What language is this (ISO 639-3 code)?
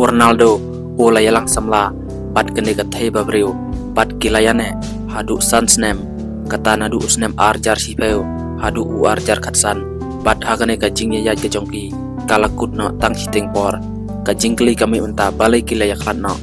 kha